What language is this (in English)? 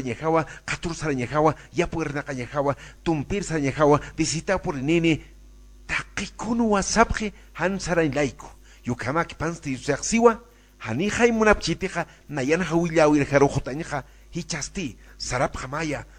Aymara